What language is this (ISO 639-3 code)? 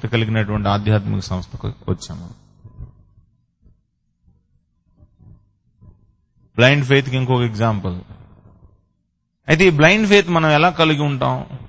tel